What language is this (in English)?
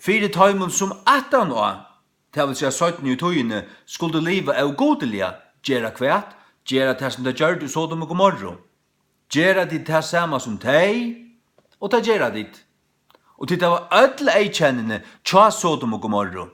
Faroese